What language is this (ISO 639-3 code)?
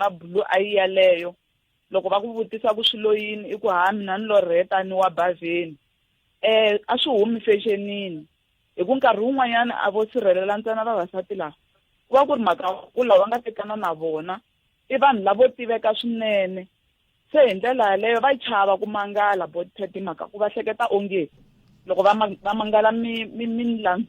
tso